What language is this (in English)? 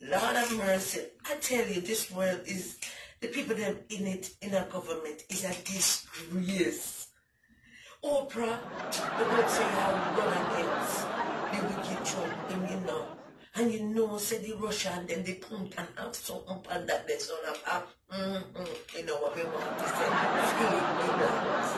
Jamaican Creole English